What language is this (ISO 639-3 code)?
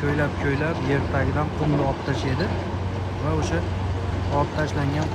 uzb